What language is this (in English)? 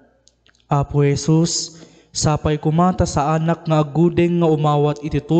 Iloko